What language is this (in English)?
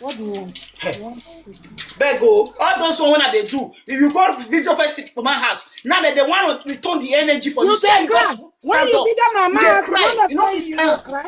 Nigerian Pidgin